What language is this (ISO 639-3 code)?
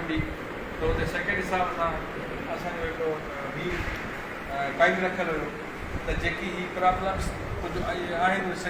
snd